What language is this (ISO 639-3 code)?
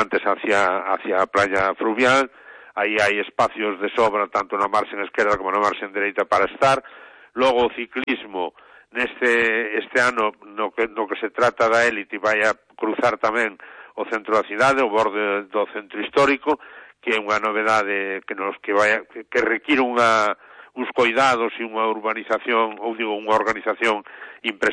glg